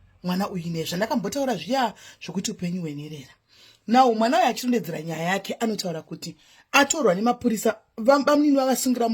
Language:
Shona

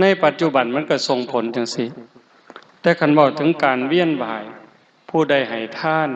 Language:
Lao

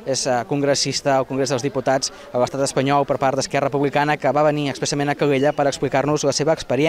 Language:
Catalan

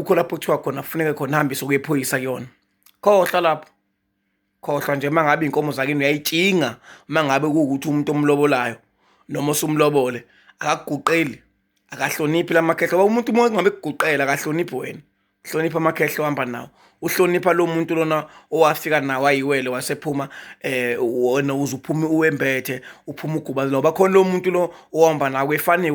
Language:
Zulu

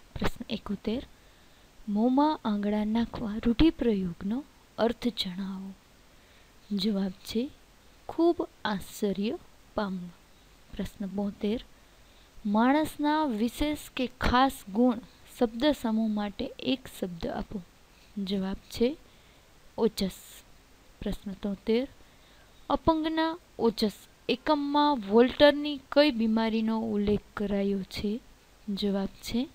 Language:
Gujarati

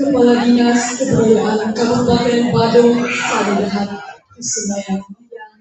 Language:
Balinese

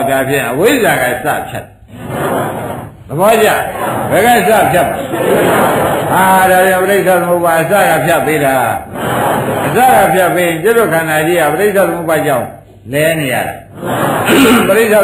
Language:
Burmese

